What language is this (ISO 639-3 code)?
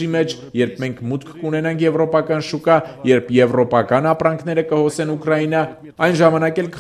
hye